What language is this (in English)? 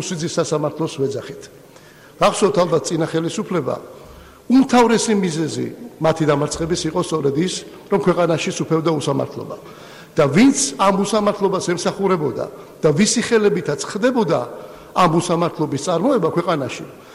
Georgian